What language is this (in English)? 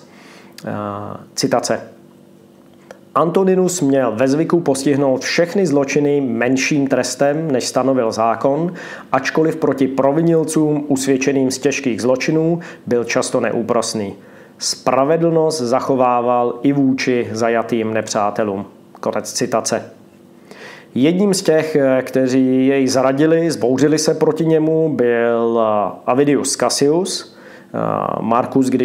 Czech